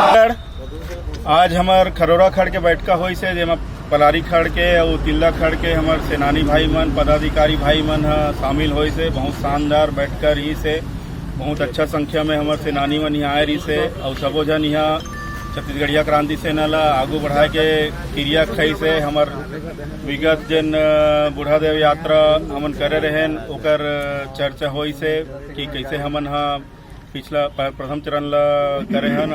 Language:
Chhattisgarhi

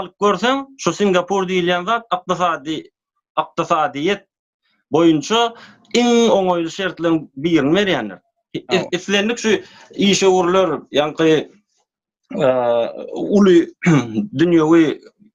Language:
Turkmen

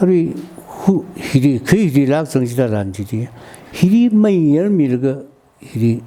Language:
Tangkhul Naga (India)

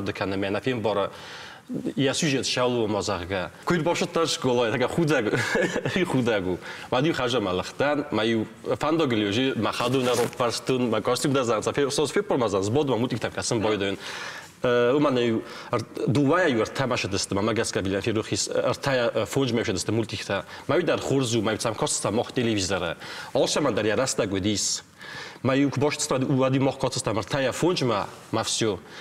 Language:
Ossetic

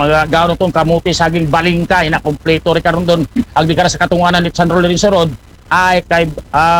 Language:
Aklanon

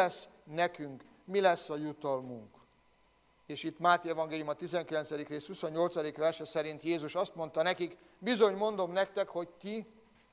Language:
Hungarian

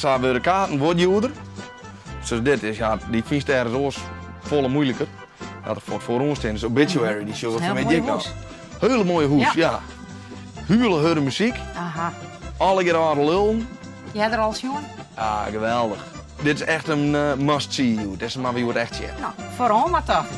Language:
Western Frisian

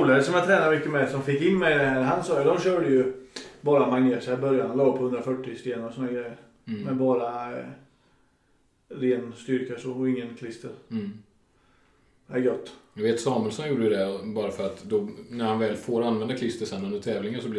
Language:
Swedish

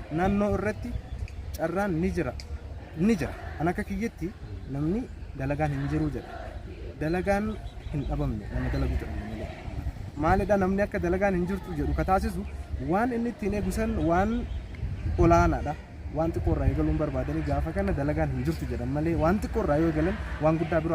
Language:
Oromo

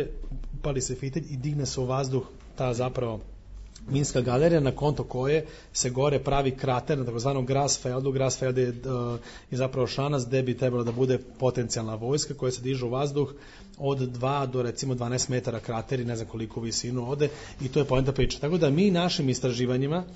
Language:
Serbian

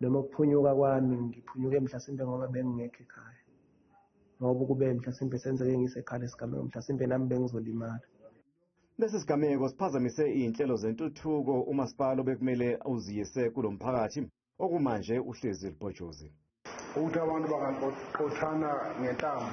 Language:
Zulu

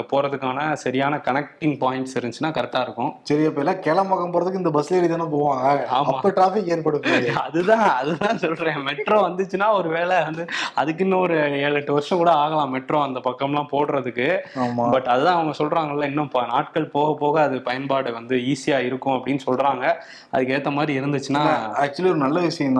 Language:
Tamil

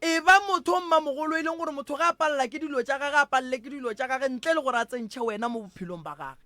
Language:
Northern Sotho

